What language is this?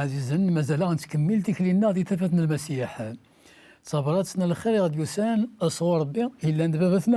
Kabyle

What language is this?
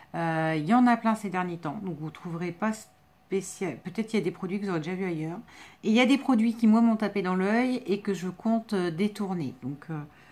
French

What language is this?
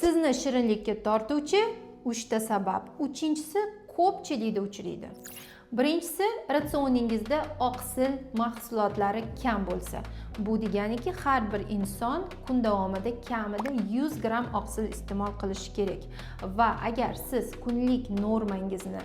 Uzbek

